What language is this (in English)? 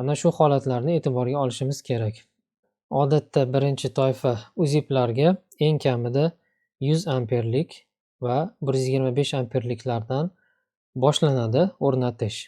Uzbek